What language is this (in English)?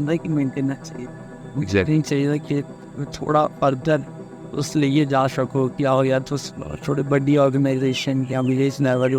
Dogri